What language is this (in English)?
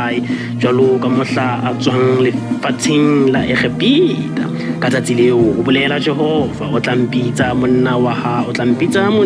Southern Sotho